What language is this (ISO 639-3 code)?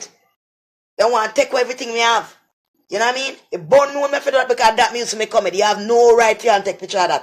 jam